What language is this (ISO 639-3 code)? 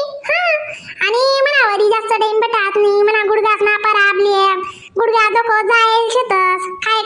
khn